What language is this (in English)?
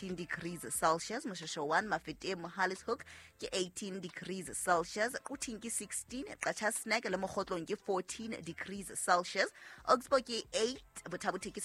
Southern Sotho